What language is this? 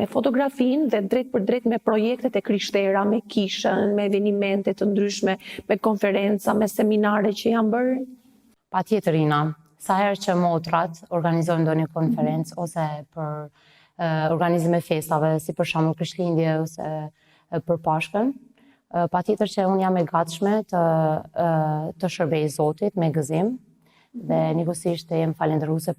Albanian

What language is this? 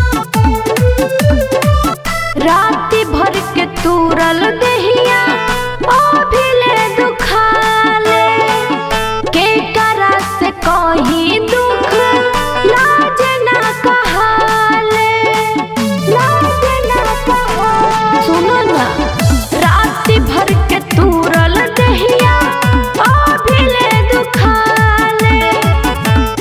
Bhojpuri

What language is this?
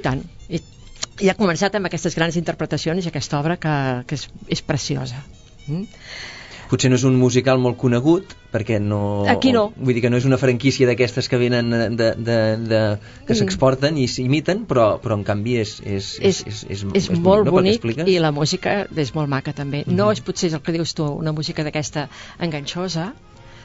Catalan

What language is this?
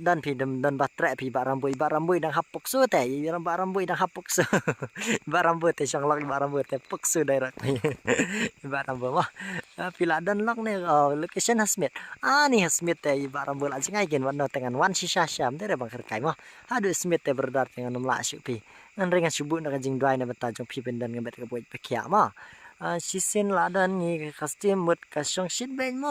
Khasi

